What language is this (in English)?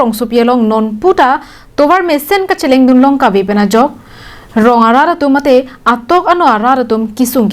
Karbi